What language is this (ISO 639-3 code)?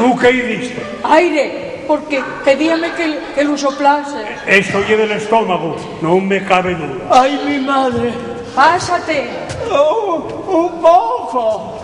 ast